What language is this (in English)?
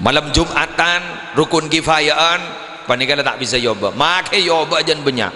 Madurese